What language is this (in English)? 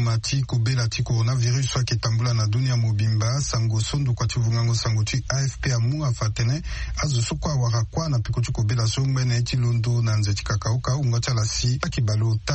Sango